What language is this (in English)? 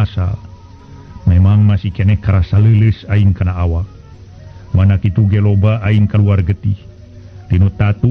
Sundanese